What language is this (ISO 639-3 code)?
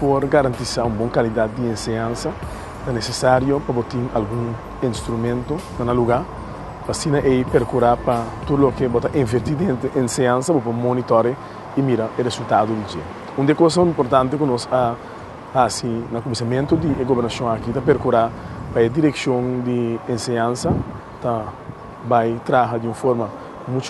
pap